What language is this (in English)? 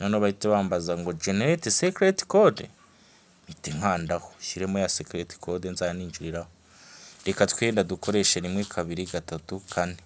Kinyarwanda